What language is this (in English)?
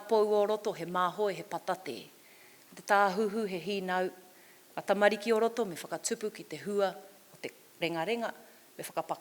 Māori